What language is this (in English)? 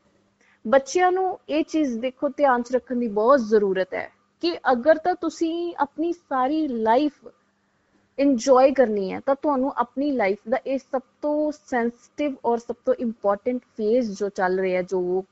Punjabi